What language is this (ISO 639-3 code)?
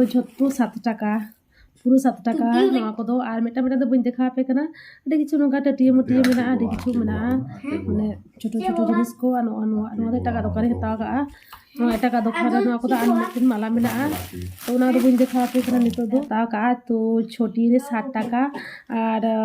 sat